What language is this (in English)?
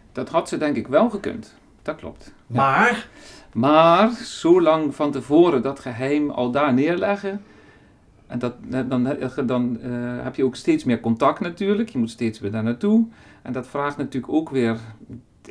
Limburgish